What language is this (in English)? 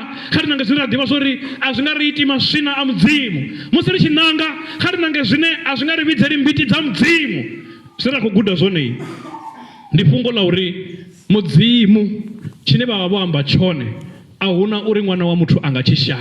Venda